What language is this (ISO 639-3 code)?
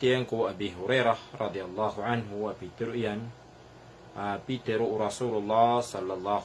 mrw